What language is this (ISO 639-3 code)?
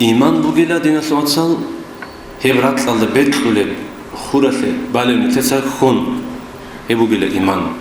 ava